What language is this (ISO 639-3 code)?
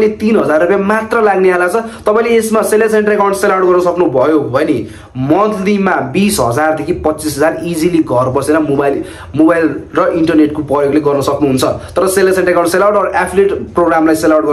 nep